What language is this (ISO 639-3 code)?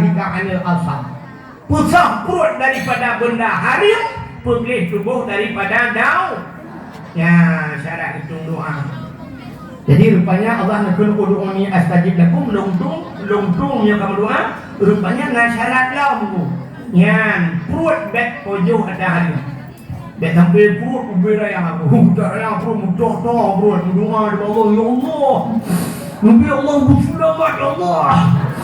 ace